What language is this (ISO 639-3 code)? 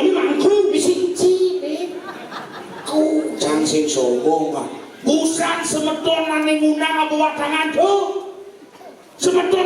ban